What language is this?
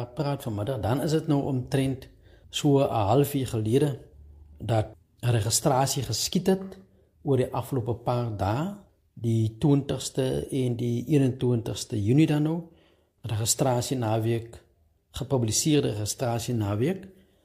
Afrikaans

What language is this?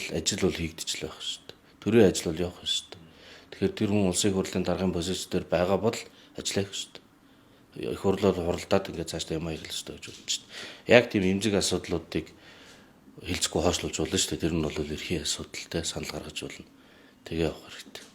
Mongolian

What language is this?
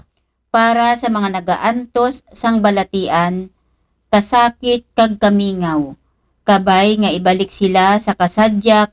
Aklanon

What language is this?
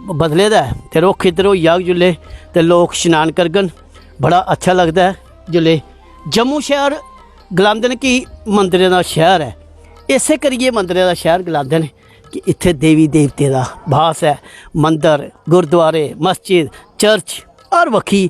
Dogri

